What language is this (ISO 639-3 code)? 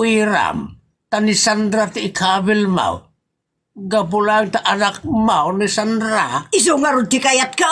ilo